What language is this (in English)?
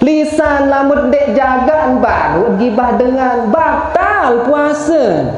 Sasak